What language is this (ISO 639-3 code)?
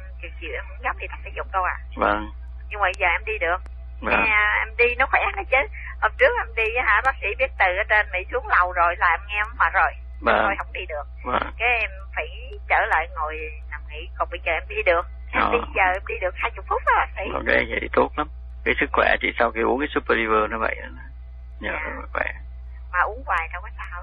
vie